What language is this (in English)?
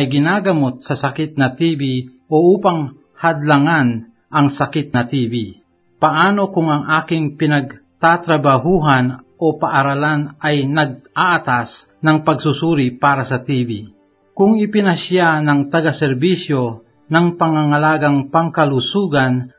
Filipino